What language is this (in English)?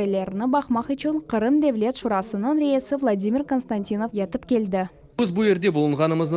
Crimean Tatar